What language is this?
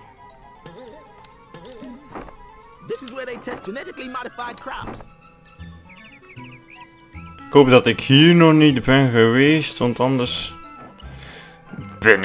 Dutch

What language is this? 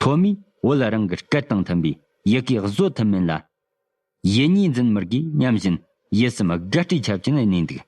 Tibetan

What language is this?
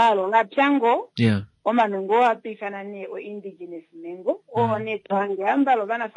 Kuanyama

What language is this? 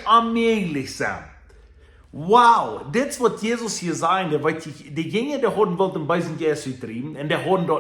Plautdietsch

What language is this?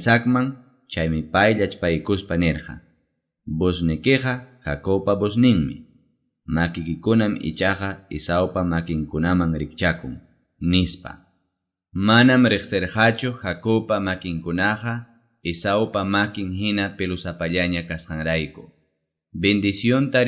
Ayacucho Quechua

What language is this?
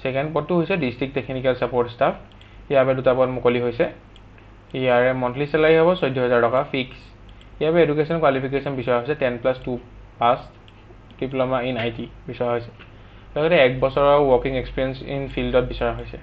Assamese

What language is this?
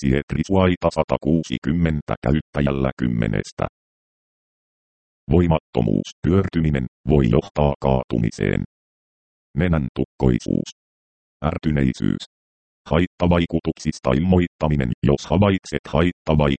Finnish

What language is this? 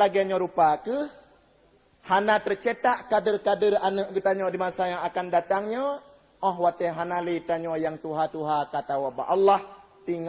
Achinese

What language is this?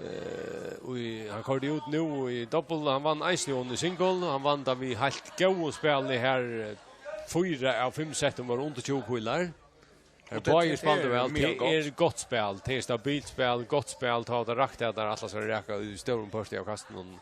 Faroese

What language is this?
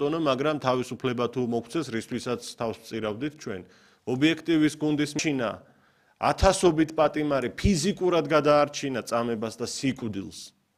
Georgian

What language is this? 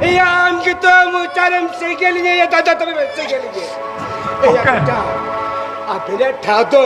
Santali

